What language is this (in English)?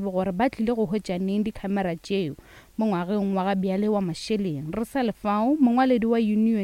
Northern Sotho